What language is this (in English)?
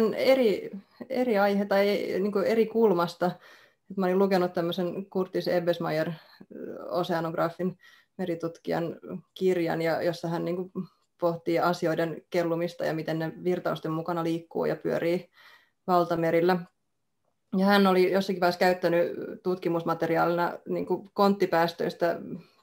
Finnish